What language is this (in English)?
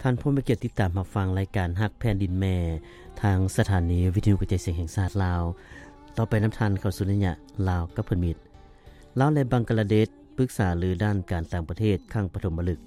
Lao